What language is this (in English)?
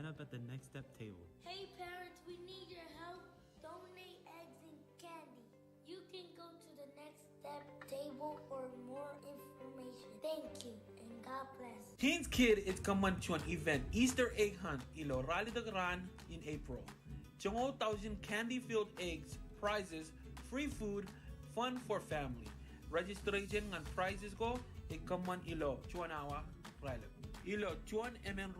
Marshallese